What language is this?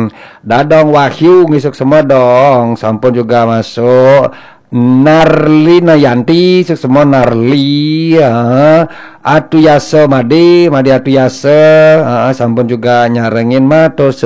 Balinese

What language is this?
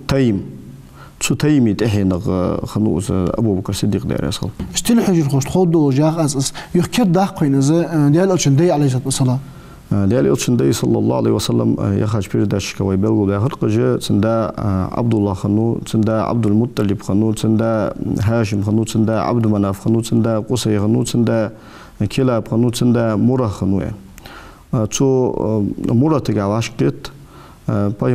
Ingush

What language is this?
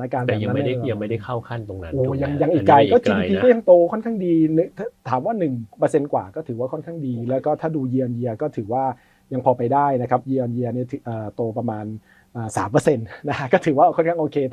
Thai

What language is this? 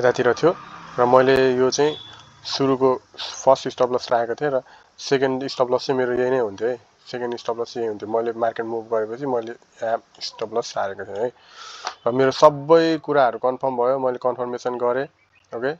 Nepali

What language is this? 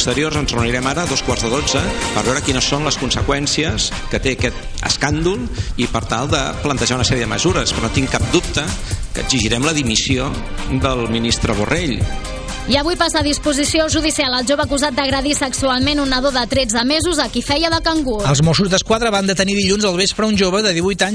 Catalan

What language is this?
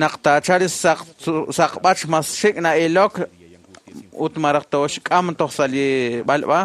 Kekchí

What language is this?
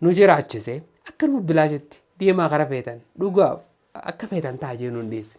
Oromo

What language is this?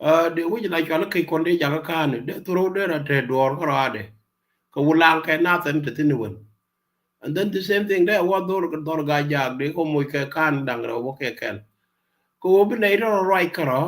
Nuer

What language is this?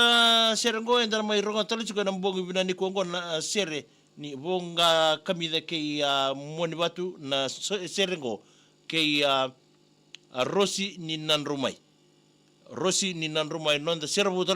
Fijian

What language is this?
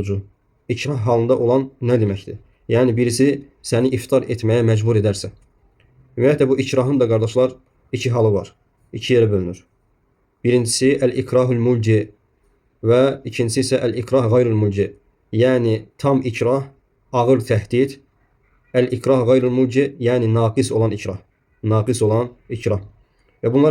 Azerbaijani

